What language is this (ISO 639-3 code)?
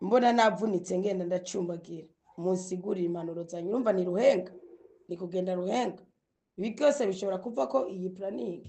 run